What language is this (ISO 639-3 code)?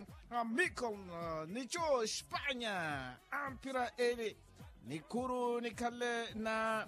vmw